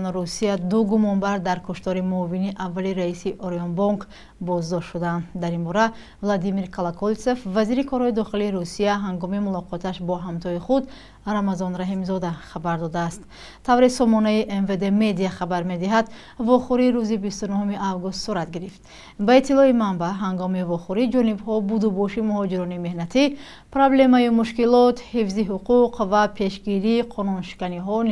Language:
Tajik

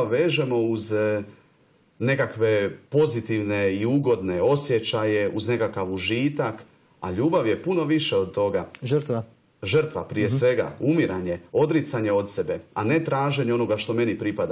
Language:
Croatian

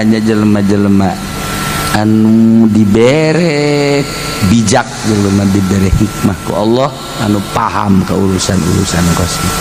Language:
Sundanese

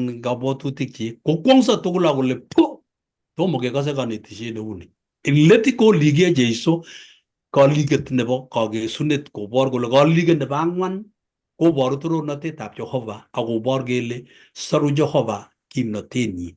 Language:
Kalenjin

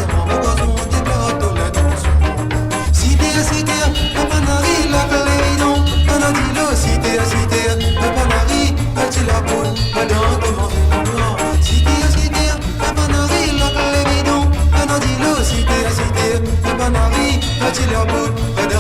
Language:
Morisyen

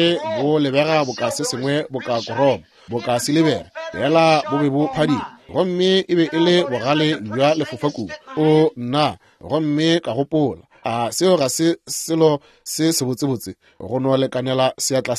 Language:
Northern Sotho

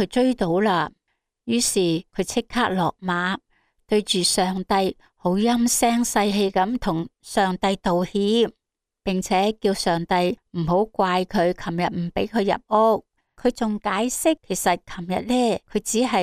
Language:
Cantonese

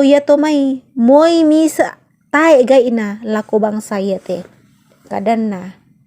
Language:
Toraja-Sa'dan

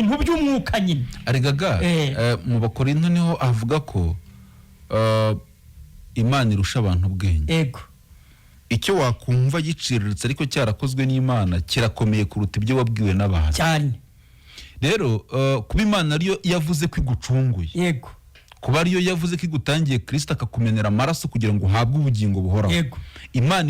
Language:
Kinyarwanda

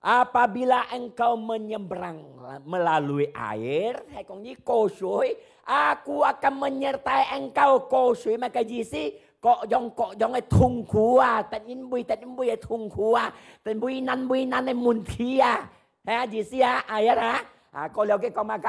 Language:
Hakka Chinese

